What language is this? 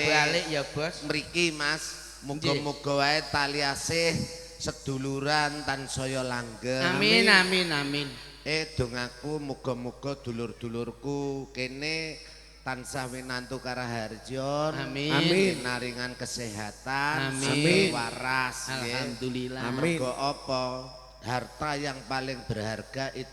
Javanese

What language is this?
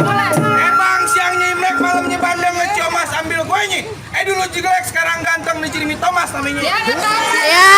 Betawi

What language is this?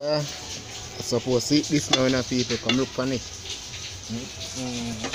Jamaican Creole English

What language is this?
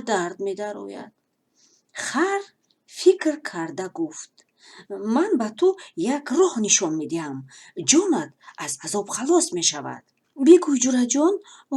Tajik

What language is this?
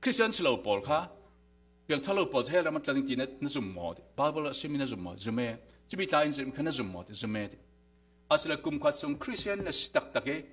Falam Chin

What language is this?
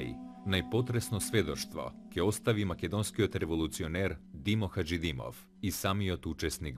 Macedonian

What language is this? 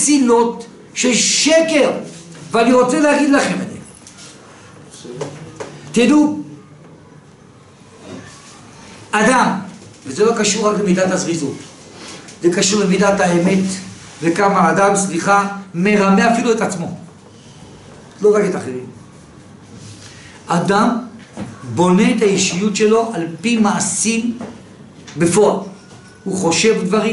Hebrew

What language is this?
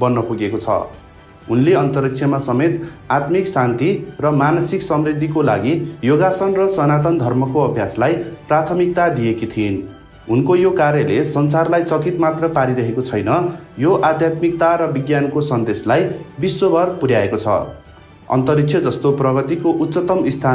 Nepali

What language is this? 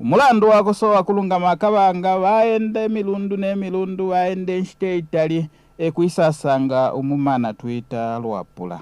Bemba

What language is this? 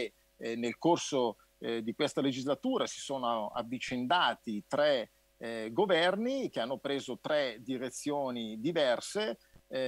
Italian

